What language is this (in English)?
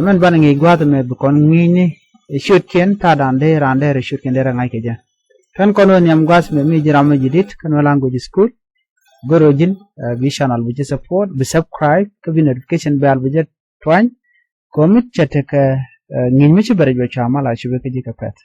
Nuer